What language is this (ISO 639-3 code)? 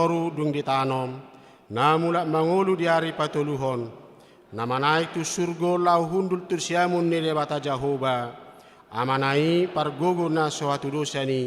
bbc